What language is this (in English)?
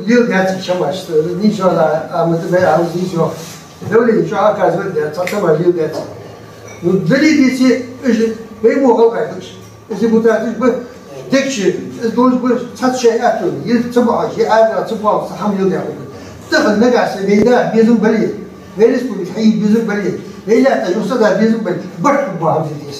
Ingush